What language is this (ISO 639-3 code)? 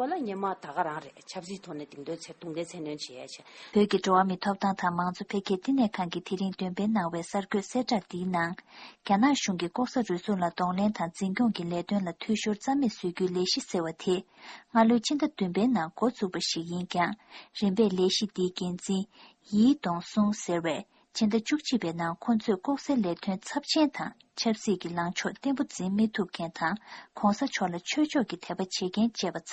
bod